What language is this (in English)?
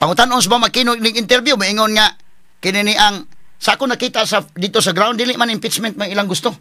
Cebuano